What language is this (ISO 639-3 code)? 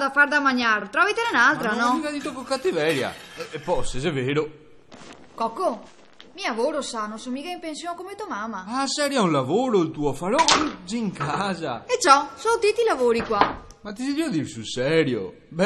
vec